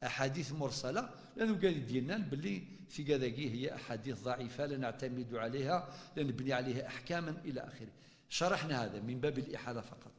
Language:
Kabyle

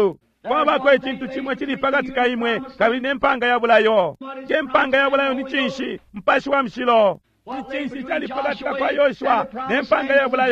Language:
Bemba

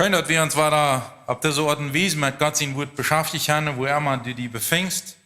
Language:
Plautdietsch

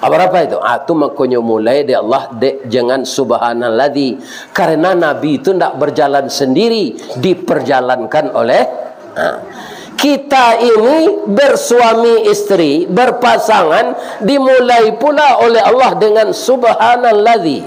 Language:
Minangkabau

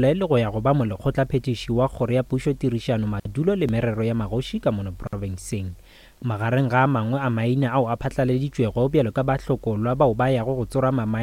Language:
Northern Sotho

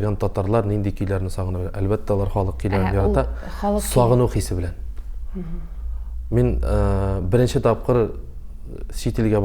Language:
Tatar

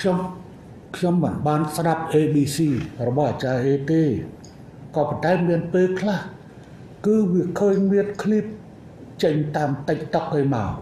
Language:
Khmer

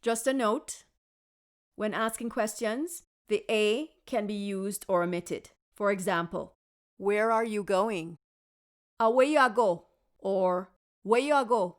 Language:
Jamaican Creole English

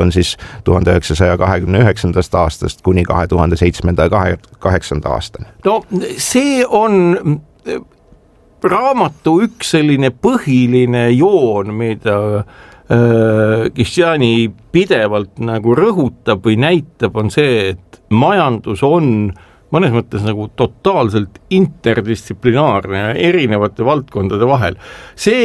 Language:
Estonian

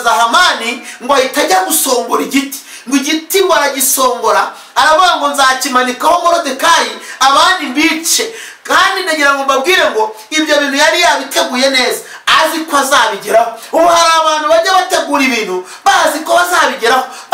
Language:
Kinyarwanda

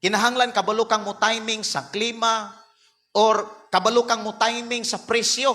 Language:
Cebuano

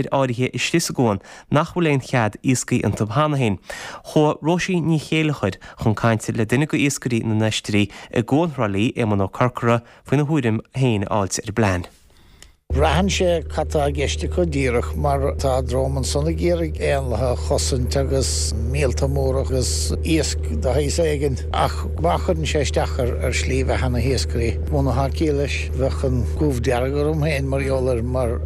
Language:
Irish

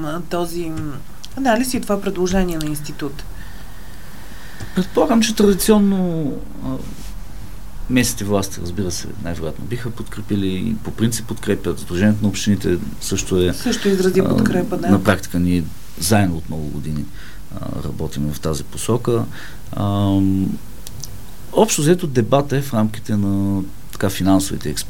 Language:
Bulgarian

